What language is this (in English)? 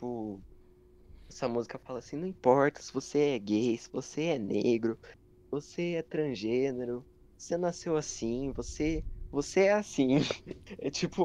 Portuguese